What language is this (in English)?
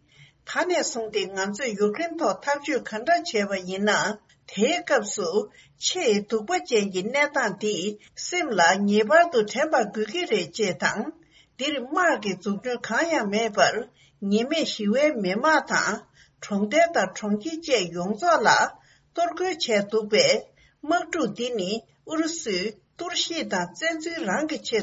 Tibetan